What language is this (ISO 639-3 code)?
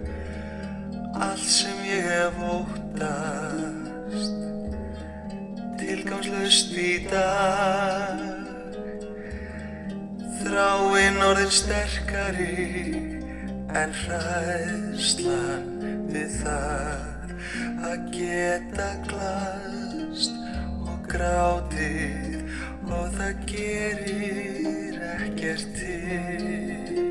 isl